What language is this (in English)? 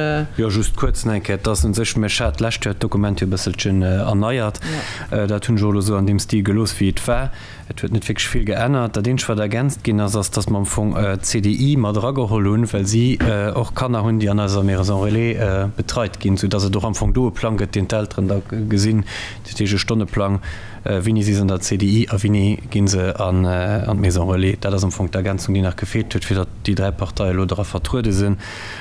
Luxembourgish